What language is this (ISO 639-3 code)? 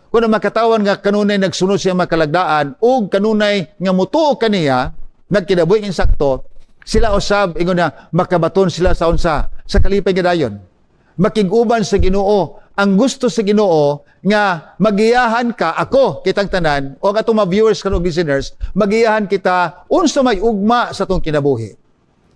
ceb